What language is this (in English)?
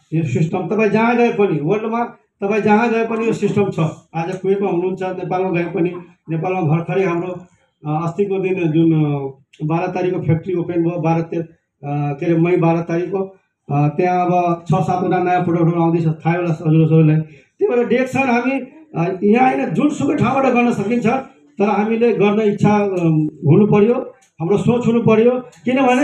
Nepali